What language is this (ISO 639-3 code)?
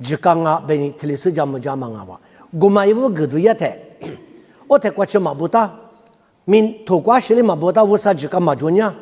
lis